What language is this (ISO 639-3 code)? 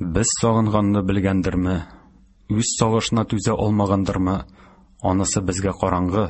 tat